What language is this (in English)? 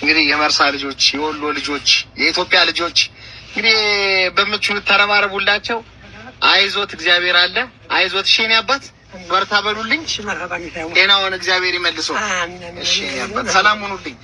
Amharic